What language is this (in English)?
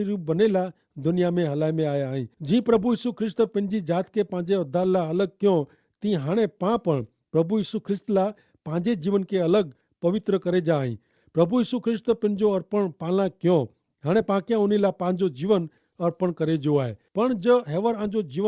Kachhi